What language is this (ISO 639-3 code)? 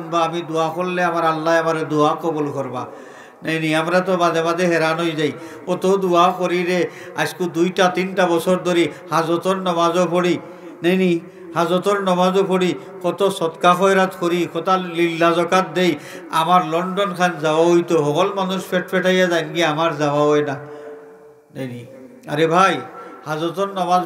syl